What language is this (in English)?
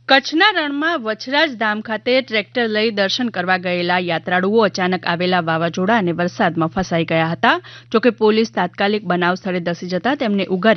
Gujarati